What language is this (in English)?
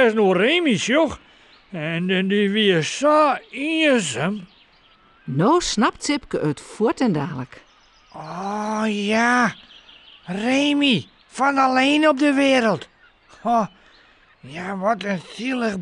Western Frisian